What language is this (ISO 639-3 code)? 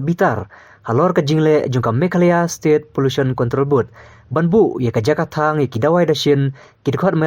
kha